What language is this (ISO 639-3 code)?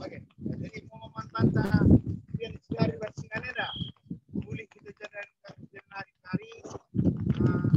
btx